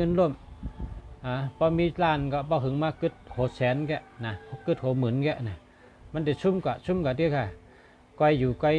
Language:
Shan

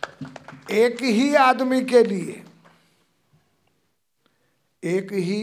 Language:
Hindi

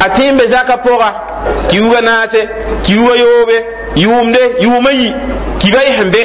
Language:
Mossi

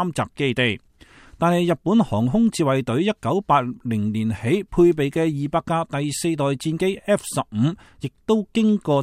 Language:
Cantonese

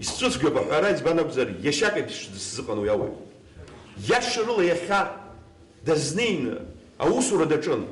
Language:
Abkhazian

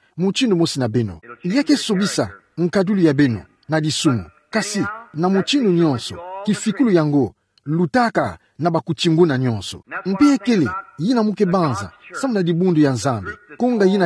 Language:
Kituba (Democratic Republic of Congo)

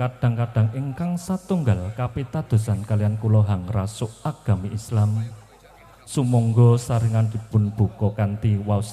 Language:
Javanese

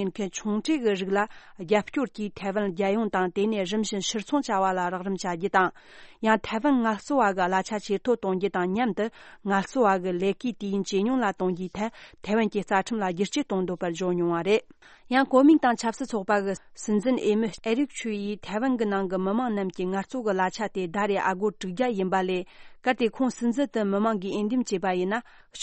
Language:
Tibetan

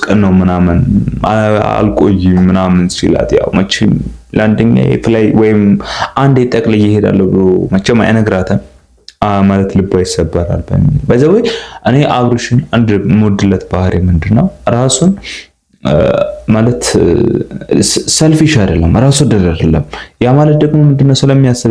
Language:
Amharic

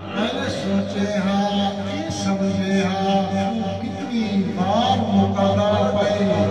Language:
Saraiki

